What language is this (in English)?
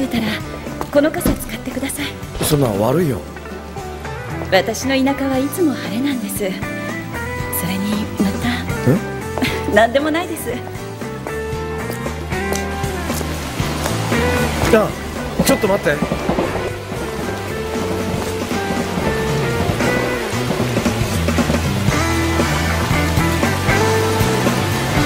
Japanese